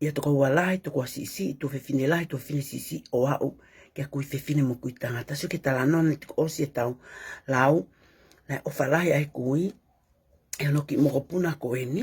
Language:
Tongan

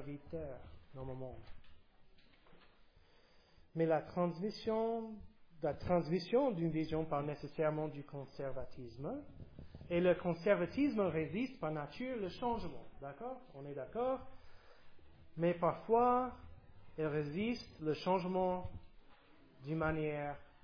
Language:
French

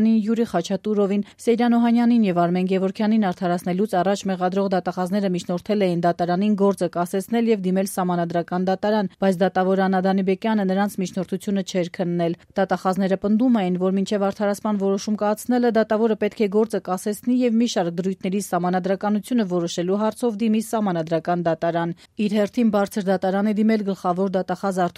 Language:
Armenian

